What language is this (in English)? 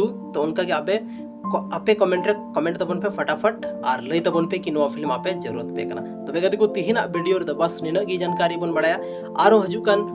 Santali